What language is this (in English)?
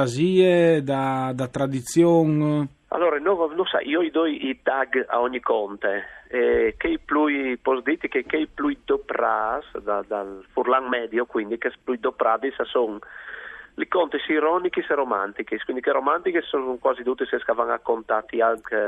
Friulian